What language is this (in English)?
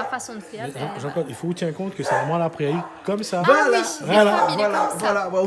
Réunion Creole French